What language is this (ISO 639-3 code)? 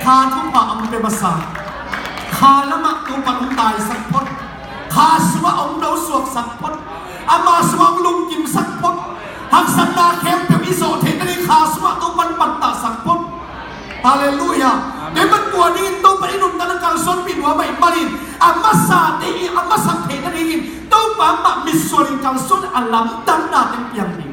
ctd